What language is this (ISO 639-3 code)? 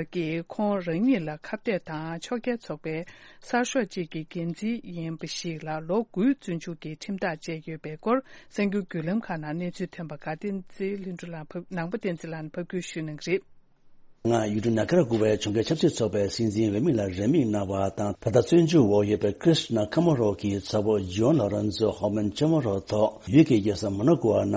bod